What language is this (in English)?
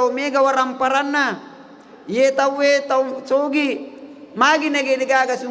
Buginese